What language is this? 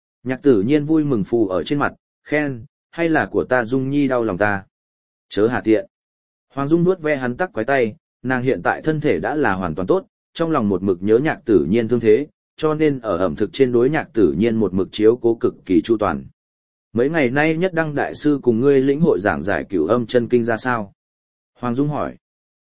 Vietnamese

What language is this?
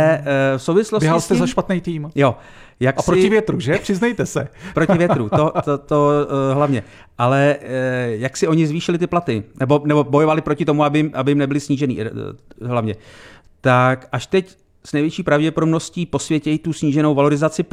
Czech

